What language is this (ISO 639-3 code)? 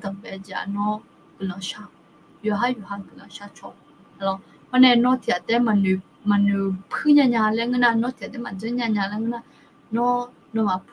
ahk